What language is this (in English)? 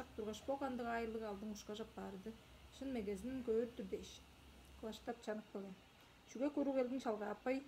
Tuvinian